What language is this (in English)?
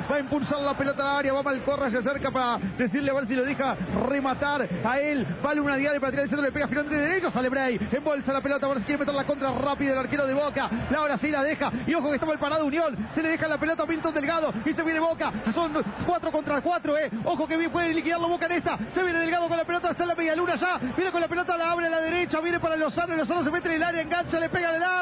Spanish